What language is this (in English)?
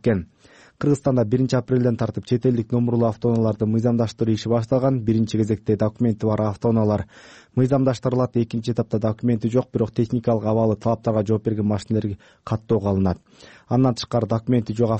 Kyrgyz